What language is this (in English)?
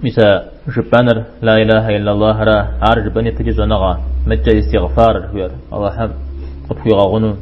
Kabardian